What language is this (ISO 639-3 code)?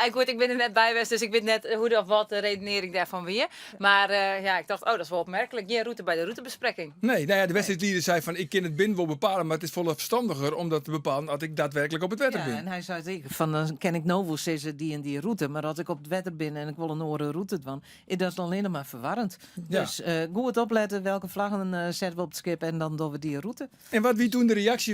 fry